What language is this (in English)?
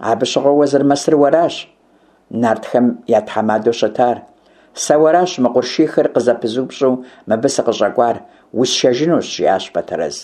Kabardian